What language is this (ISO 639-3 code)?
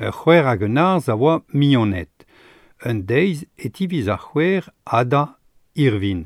bre